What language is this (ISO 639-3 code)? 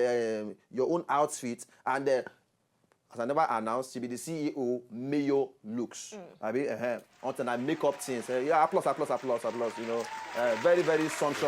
pcm